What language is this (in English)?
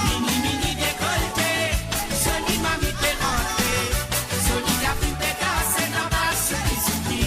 Morisyen